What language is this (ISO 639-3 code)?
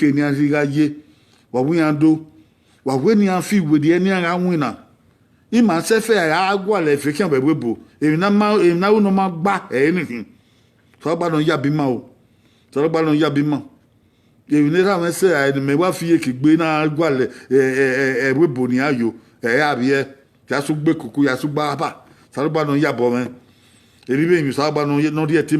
bin